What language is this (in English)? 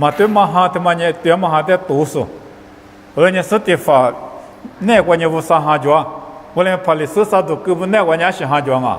Lisu